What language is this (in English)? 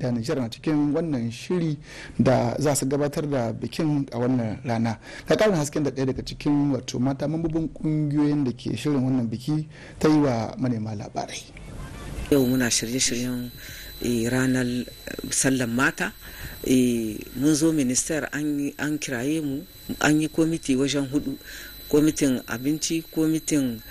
Hausa